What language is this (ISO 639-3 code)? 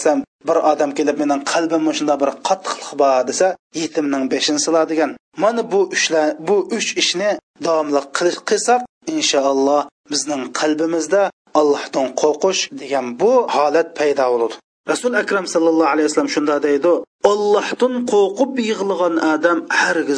uig